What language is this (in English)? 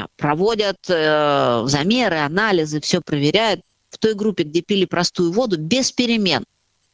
Russian